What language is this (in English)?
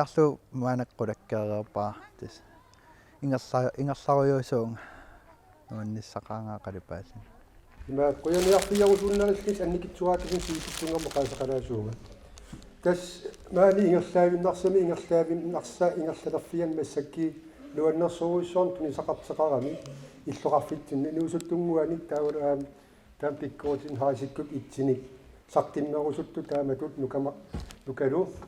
Kalaallisut